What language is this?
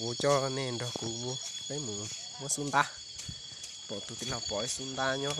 Hmong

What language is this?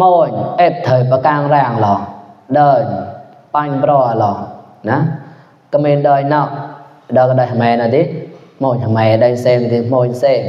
Mon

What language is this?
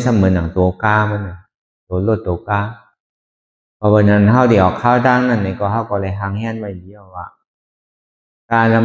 Shan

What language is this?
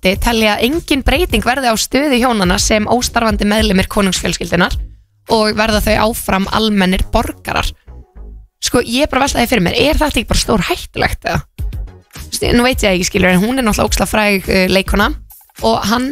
Icelandic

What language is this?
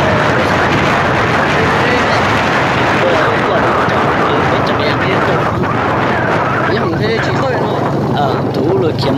Vietnamese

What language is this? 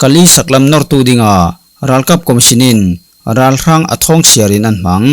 Falam Chin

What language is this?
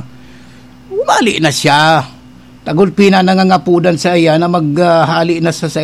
Bikol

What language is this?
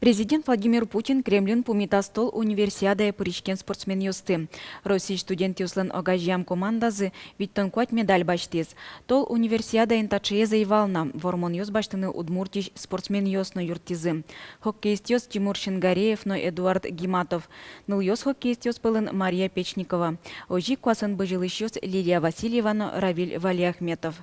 Udmurt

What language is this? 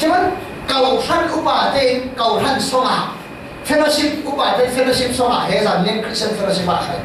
Falam Chin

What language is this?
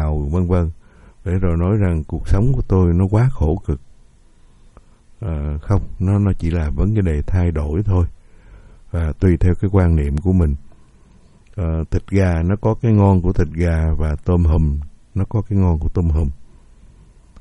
Vietnamese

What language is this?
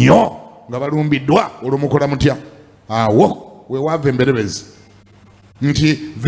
Ganda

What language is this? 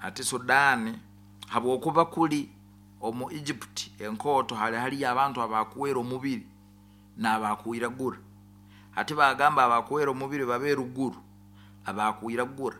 Nyoro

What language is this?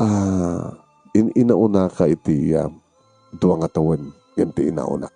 Iloko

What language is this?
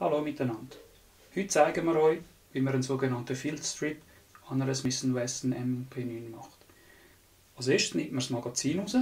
Swiss German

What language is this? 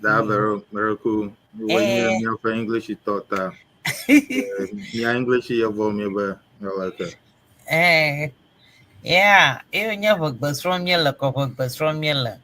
Ewe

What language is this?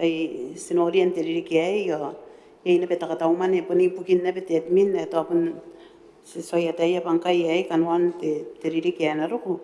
Gilbertese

